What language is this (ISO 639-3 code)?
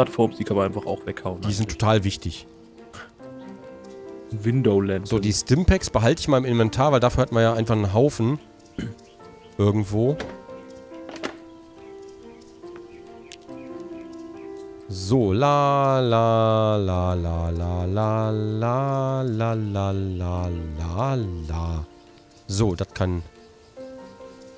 deu